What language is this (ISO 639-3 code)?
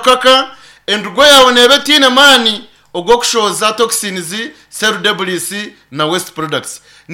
nyn